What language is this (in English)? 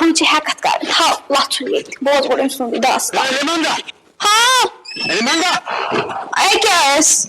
Kashmiri